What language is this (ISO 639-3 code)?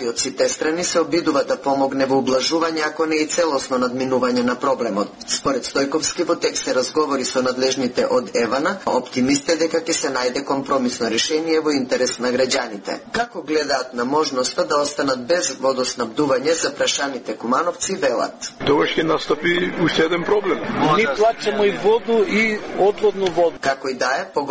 mkd